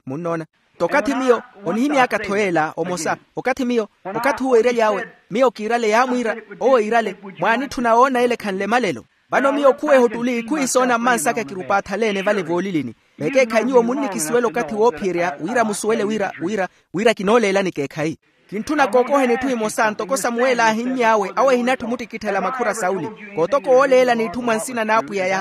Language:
Makhuwa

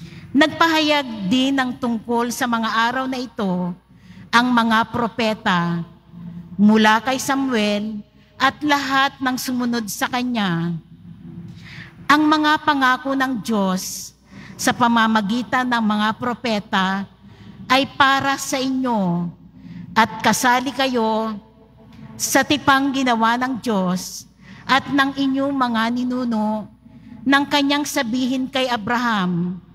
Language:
Filipino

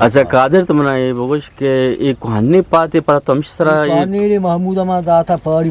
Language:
Eastern Balochi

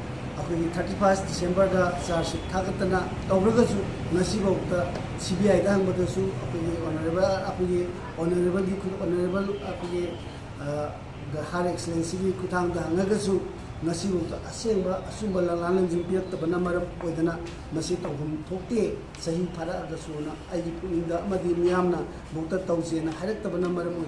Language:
Manipuri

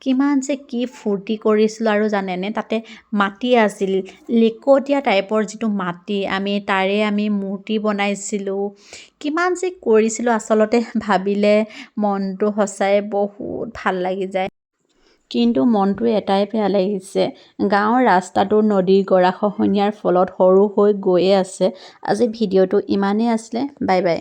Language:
Assamese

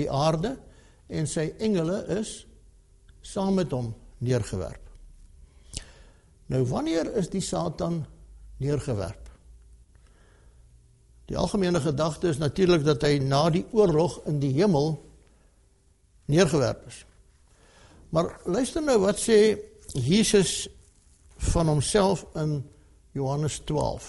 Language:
Afrikaans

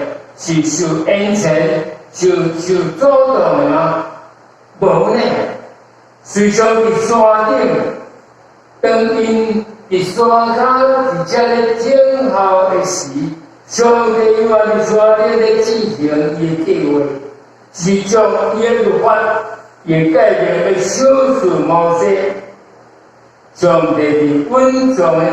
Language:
Min Nan Chinese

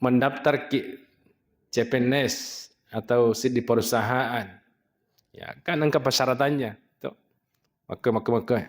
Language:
Buginese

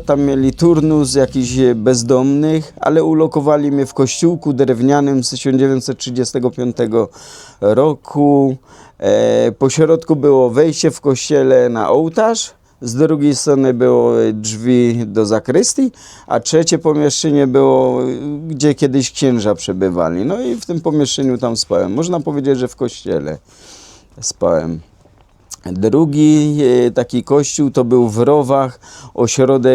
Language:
Silesian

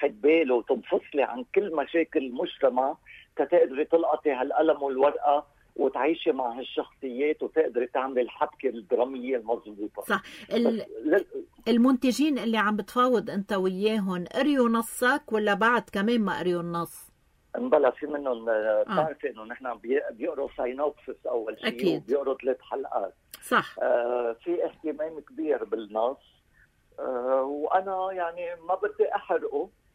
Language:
North Levantine Arabic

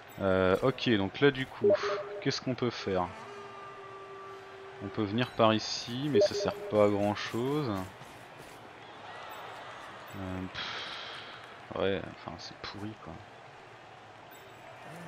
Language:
French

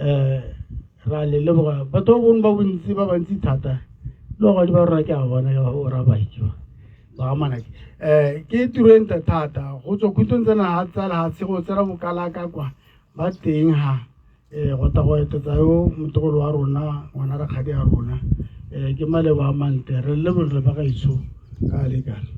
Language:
Tswana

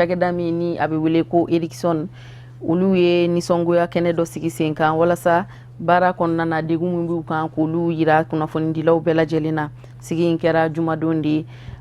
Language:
Bambara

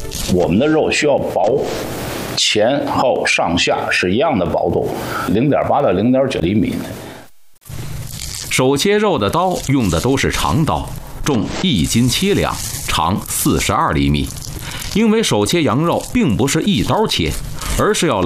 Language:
Chinese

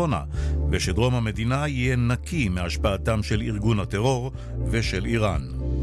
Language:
Hebrew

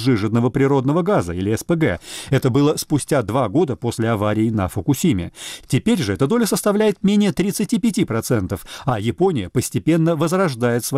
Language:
Russian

